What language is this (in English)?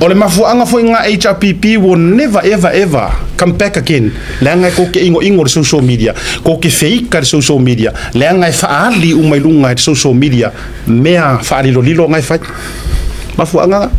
Samoan